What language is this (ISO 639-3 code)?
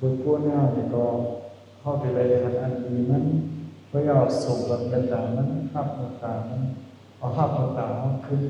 shn